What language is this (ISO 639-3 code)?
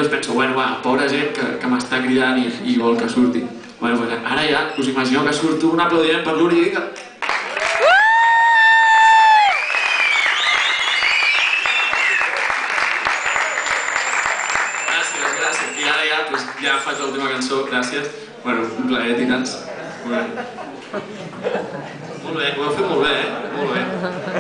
cat